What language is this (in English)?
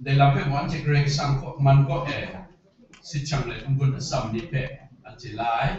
Kachin